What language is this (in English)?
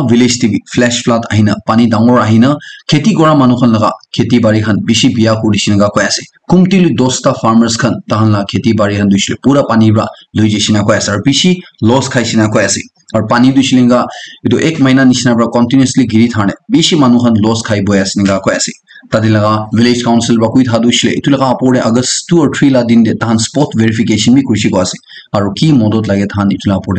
Naga Pidgin